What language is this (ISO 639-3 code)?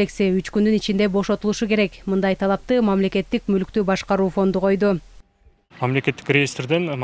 kir